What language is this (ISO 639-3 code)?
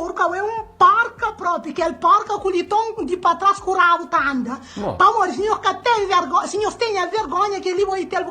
kea